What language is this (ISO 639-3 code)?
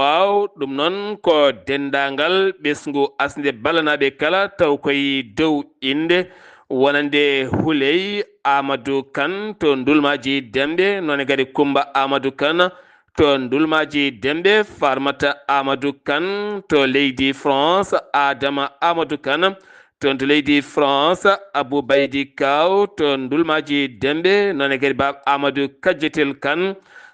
ful